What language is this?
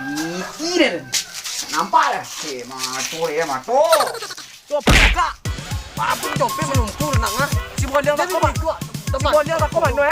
Minangkabau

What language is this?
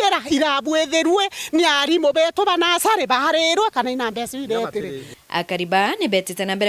Meru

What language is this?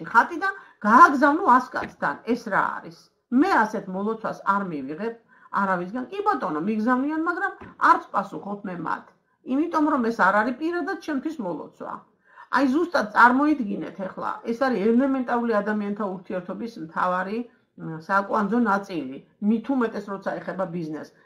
Georgian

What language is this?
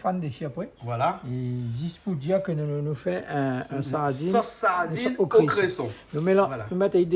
Réunion Creole French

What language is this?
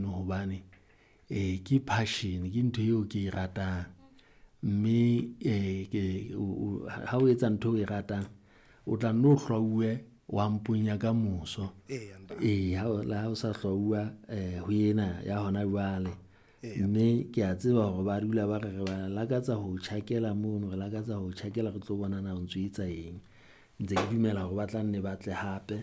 Southern Sotho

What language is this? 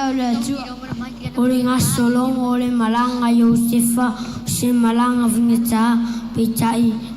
Samoan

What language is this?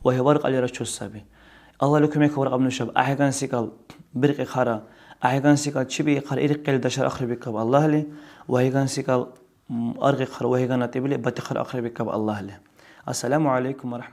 Dargwa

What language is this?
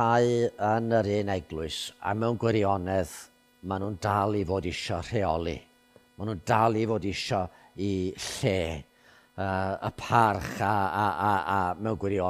Welsh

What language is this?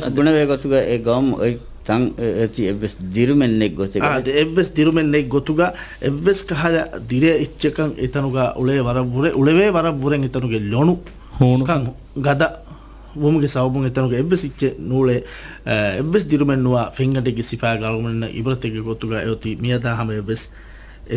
Divehi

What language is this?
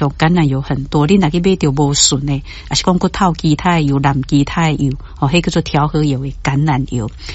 Min Nan Chinese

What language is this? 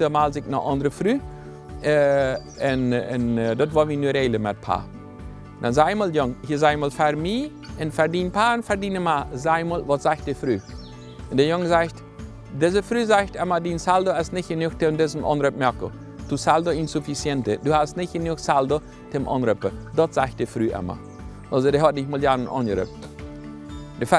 Plautdietsch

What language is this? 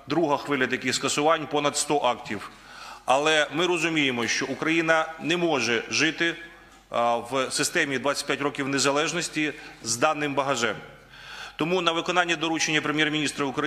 Ukrainian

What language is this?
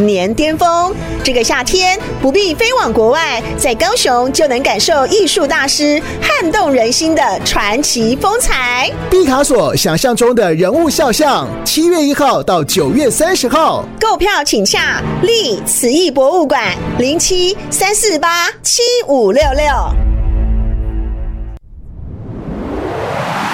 Chinese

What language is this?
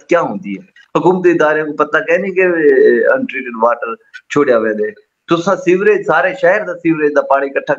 Saraiki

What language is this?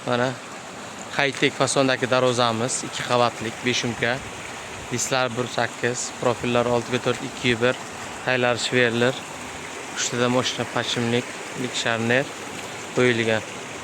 Uzbek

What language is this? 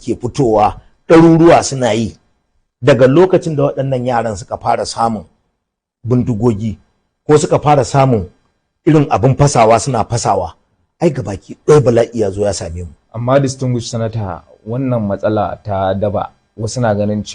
Hausa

